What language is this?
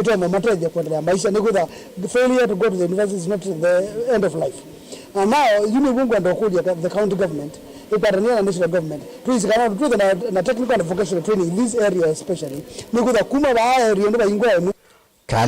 Kamba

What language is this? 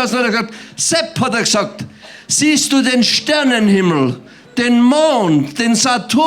Bavarian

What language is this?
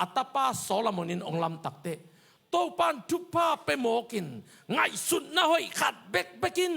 Tedim Chin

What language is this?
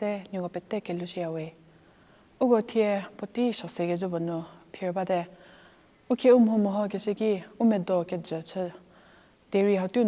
Angami Naga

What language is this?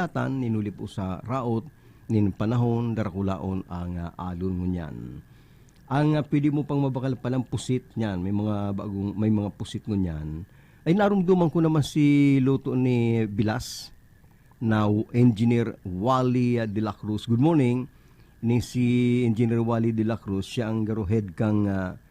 Bikol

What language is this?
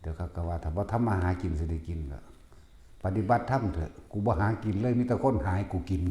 Northeastern Thai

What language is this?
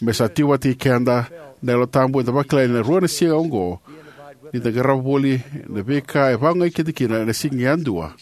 Fijian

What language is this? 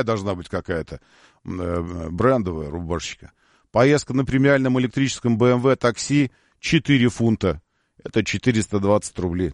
Russian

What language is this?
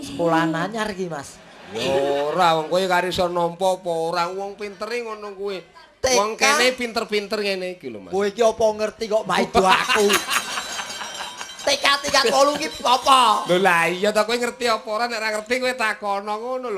Javanese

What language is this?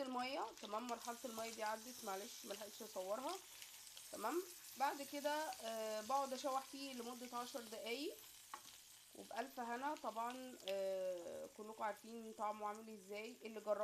Egyptian Arabic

